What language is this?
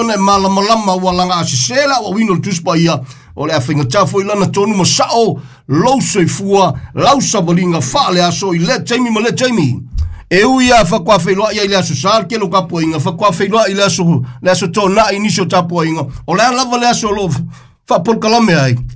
Samoan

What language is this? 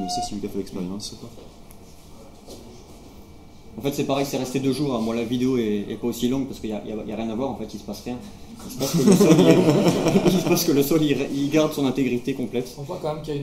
French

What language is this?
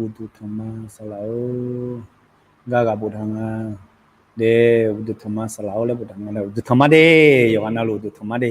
Akha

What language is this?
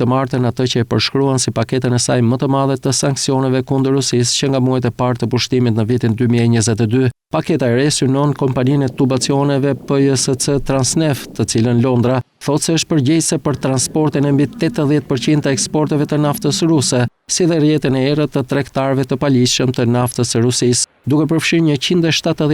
Albanian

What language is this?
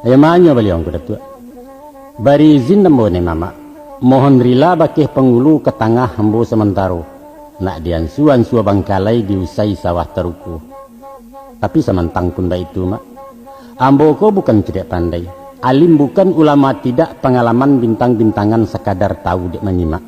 Minangkabau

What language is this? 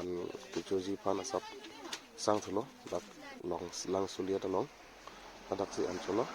Karbi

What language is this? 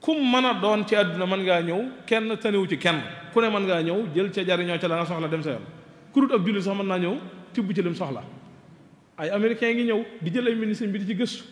Wolof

